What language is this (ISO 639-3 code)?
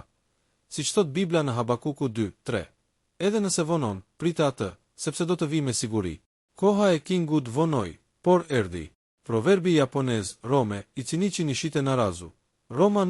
sqi